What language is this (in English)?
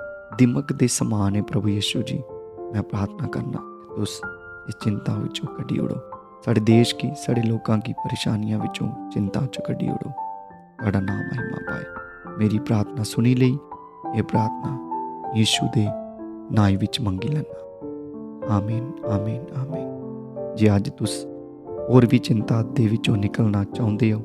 Dogri